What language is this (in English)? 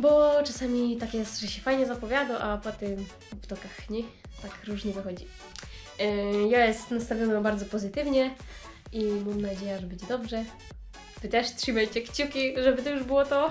Silesian